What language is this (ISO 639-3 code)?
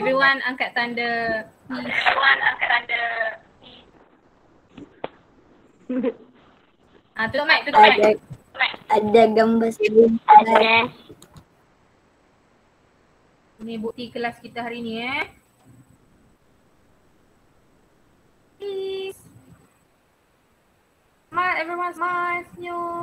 msa